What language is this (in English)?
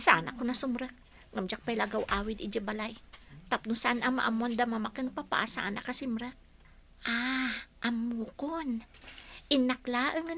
Iloko